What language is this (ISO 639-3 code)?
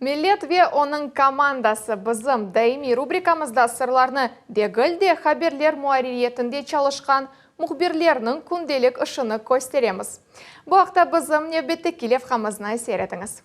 crh